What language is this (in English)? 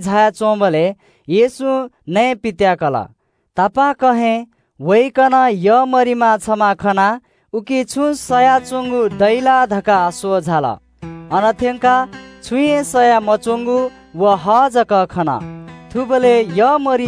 Newari